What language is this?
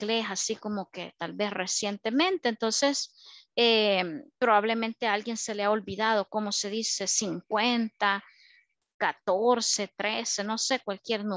Spanish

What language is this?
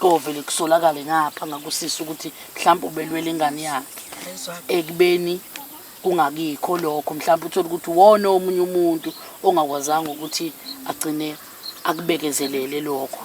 Zulu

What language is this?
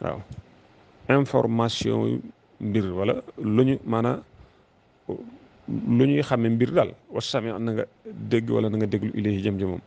Wolof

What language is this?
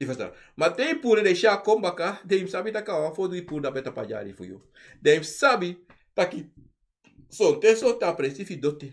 Sranan Tongo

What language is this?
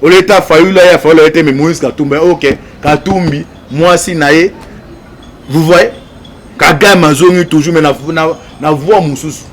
Lingala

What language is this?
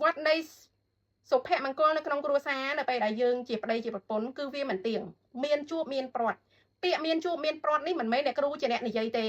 Khmer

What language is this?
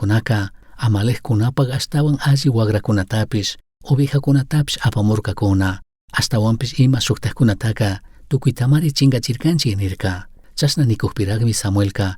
Chimborazo Highland Quichua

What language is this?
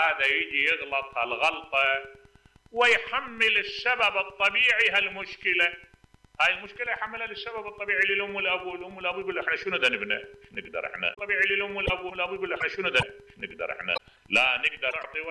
Mesopotamian Arabic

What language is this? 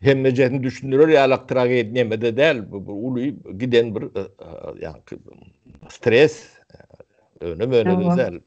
Turkmen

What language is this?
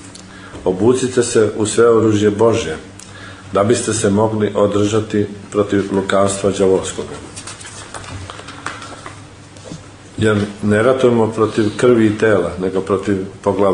Serbian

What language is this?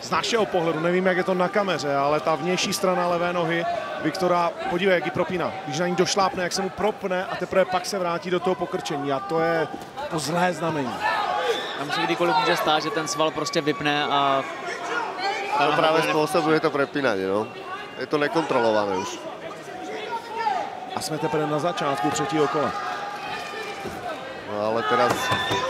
Czech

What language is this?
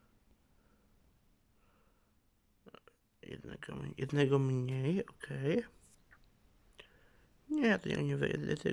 Polish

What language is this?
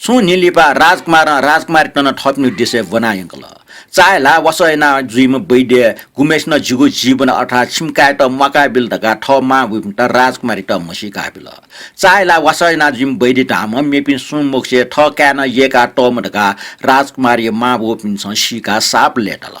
Newari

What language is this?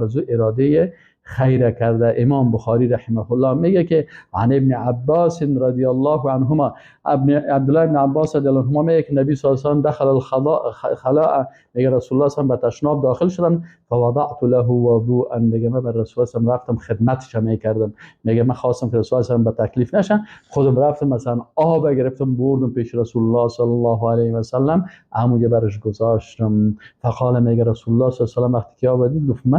Persian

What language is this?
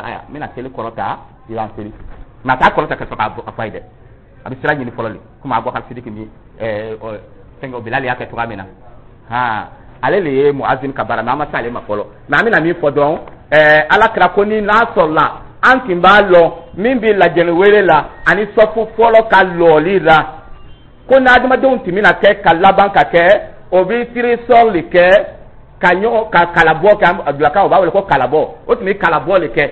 Dyula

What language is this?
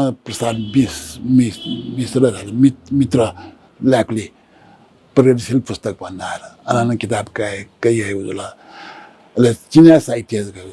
Newari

